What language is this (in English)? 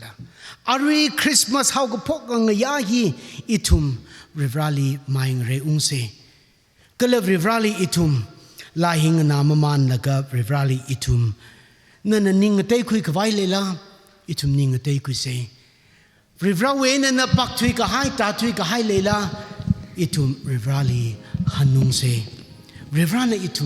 Tangkhul Naga (India)